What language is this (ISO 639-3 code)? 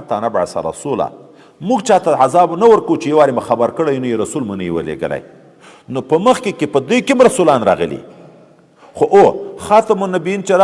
pus